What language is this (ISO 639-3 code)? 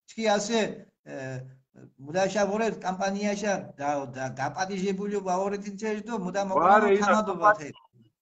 xmf